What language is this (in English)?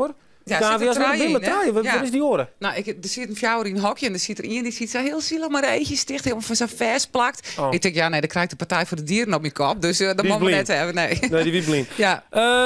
Western Frisian